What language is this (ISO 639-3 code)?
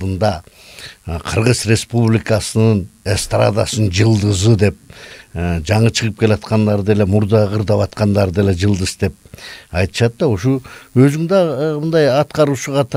kir